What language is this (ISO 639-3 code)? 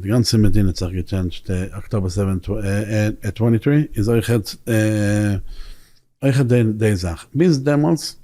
yid